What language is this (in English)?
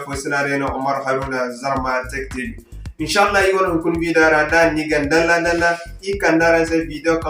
Zarma